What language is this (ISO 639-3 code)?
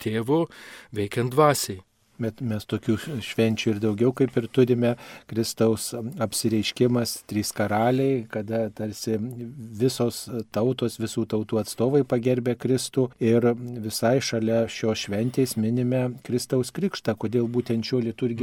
lit